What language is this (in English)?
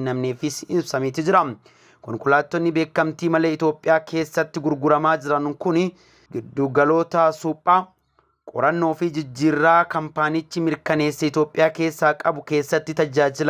Oromo